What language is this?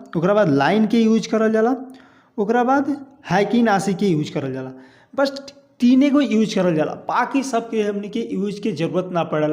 Bhojpuri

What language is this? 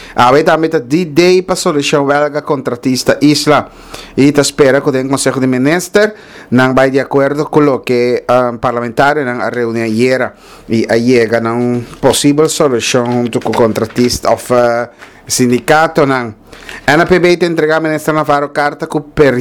Papiamento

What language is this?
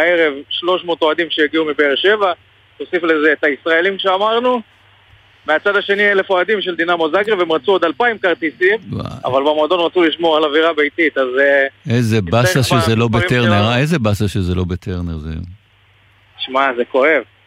Hebrew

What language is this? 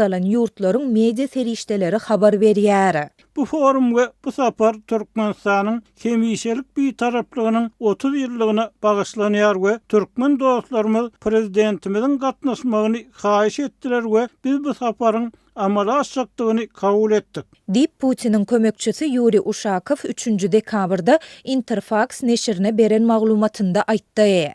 Turkmen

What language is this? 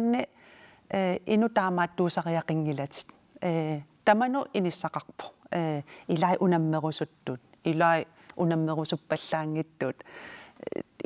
Kalaallisut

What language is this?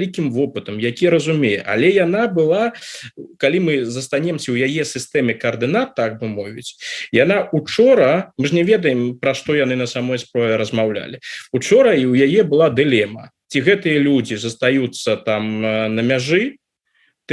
Belarusian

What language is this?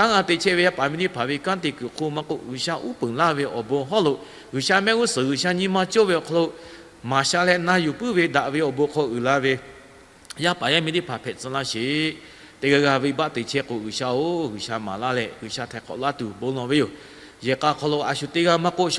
Lahu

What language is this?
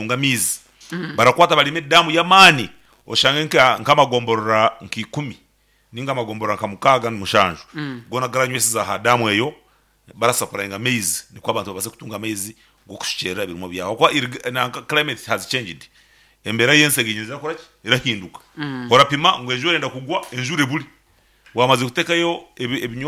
Nyankole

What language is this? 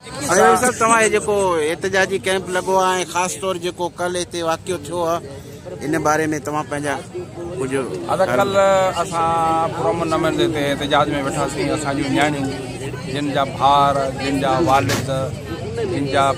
Sindhi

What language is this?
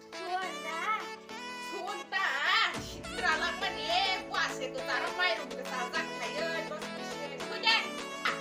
Kok Borok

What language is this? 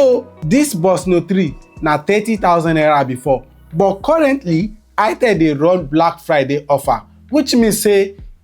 Nigerian Pidgin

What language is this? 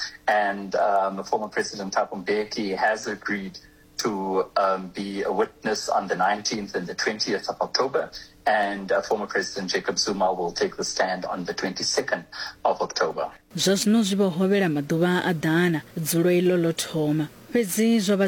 Venda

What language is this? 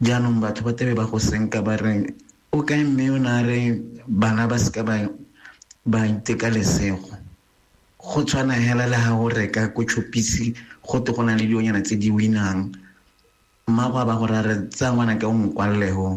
Tswana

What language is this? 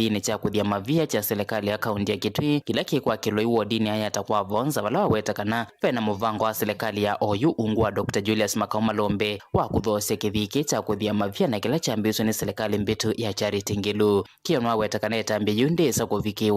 Kamba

